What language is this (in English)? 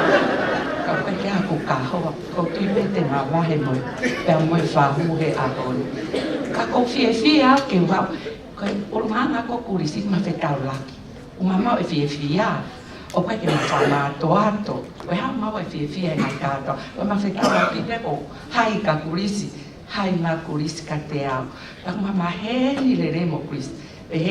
Tongan